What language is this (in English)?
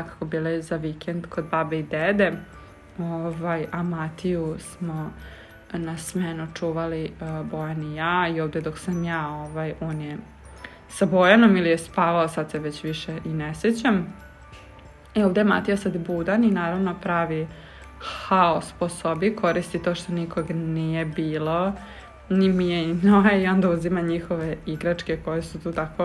Serbian